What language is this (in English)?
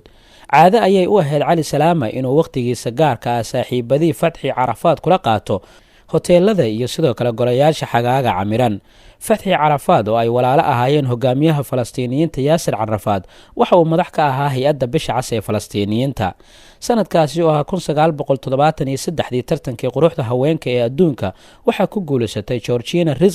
Somali